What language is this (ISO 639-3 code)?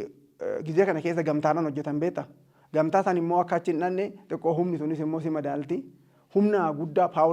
orm